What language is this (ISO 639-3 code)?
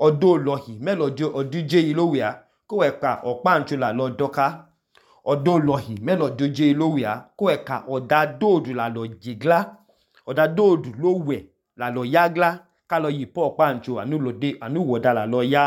idu